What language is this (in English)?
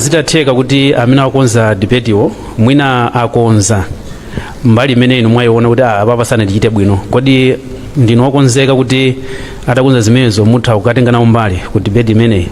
Nyanja